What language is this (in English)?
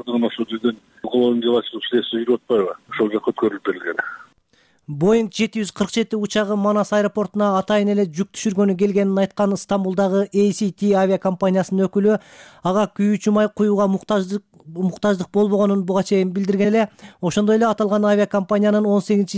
Kyrgyz